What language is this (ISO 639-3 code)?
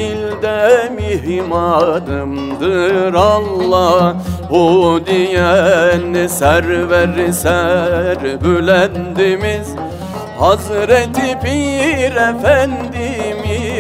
tur